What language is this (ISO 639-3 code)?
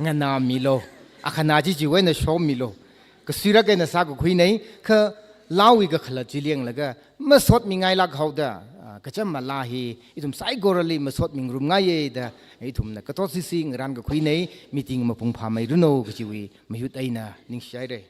nmf